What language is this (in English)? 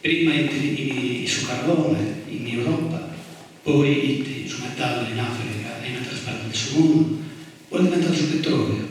Sardinian